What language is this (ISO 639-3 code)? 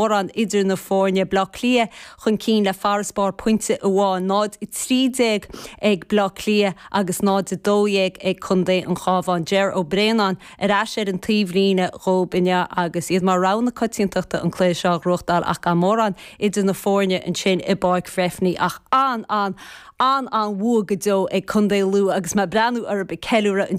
gle